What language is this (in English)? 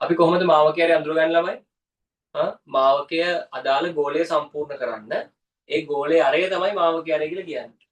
Sinhala